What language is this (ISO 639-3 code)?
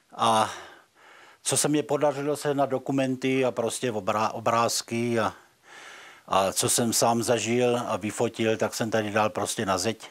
ces